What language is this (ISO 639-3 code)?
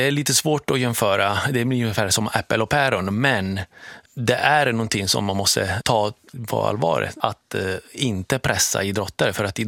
swe